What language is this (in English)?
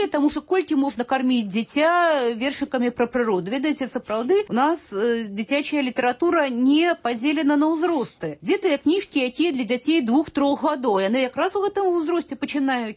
Belarusian